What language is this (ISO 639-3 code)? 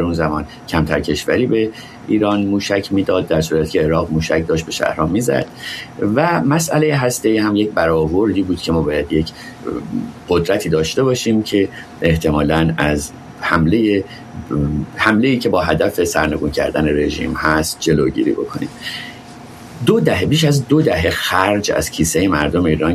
fas